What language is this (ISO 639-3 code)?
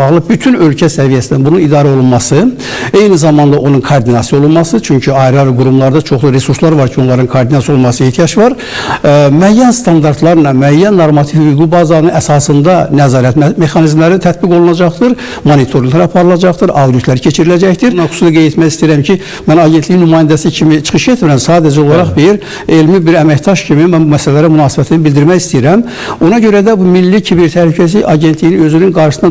aze